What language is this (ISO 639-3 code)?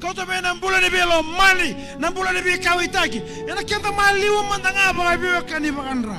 fij